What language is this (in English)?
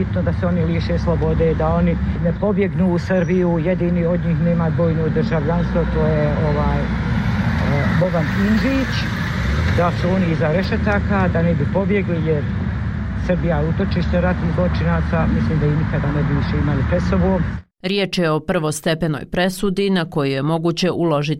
Bosnian